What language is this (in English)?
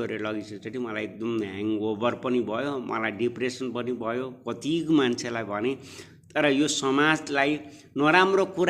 Nepali